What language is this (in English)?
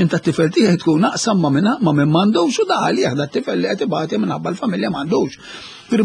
Maltese